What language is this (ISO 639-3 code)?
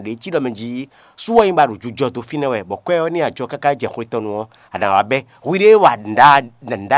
fon